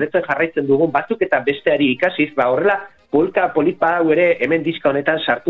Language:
Basque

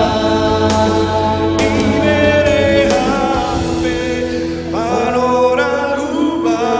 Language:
Batak Simalungun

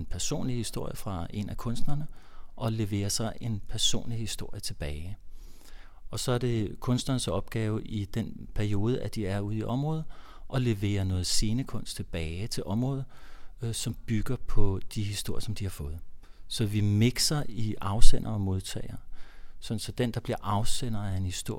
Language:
Danish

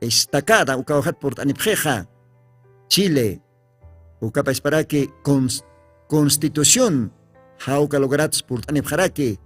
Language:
Aymara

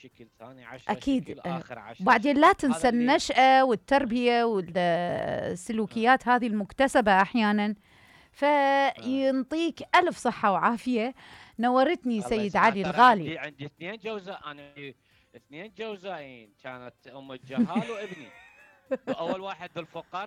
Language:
Mesopotamian Arabic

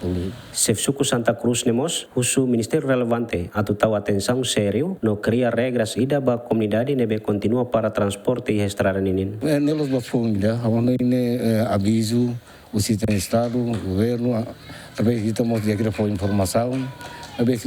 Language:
Tetum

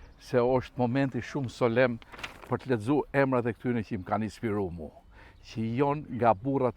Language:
Albanian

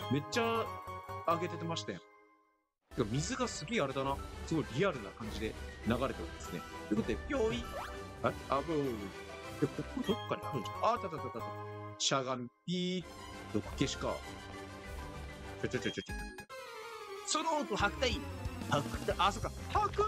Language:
Japanese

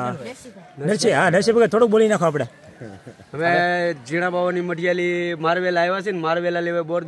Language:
Gujarati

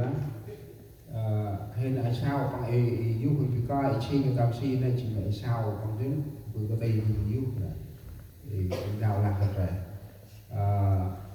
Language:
Central Mnong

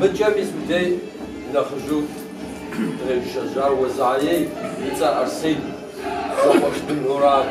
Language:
Kabardian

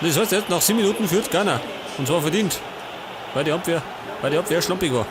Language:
Bavarian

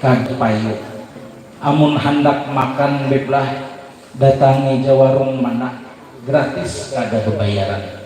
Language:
Banjar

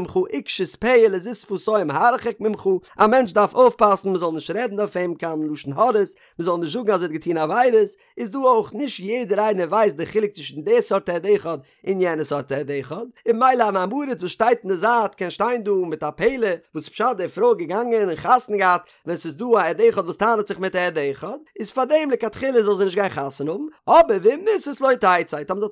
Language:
Yiddish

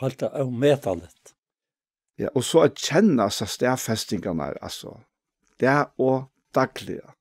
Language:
Faroese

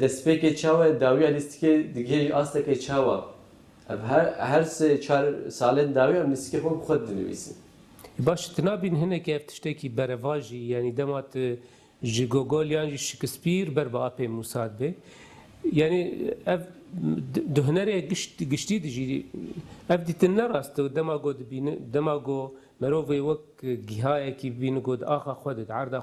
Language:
Kurdish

